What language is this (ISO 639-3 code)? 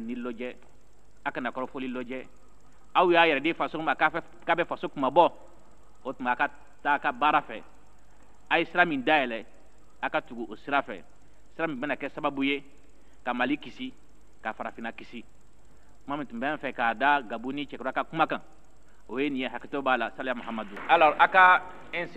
bam